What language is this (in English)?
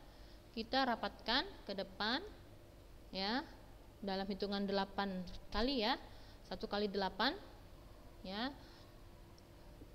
Indonesian